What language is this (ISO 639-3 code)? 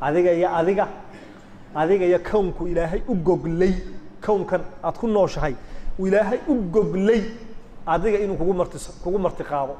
som